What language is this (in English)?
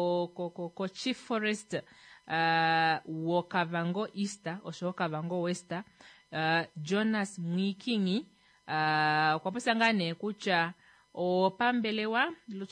Kuanyama